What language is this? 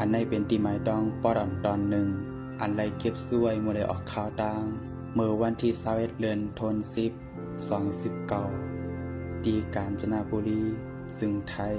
Shan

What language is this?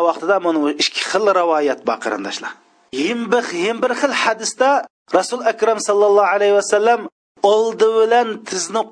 Uyghur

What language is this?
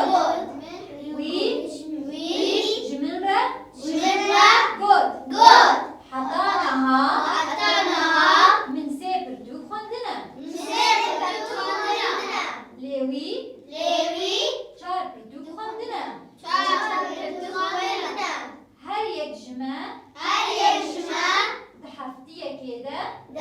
Kurdish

